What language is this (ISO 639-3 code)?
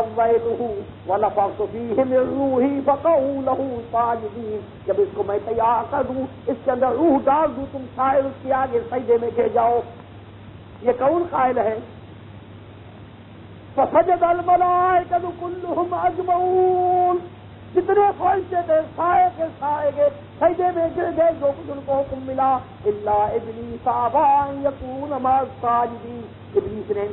urd